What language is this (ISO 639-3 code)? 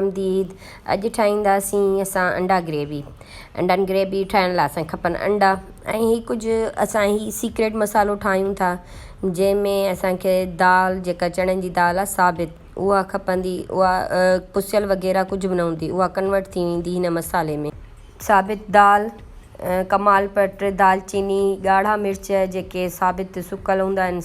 snd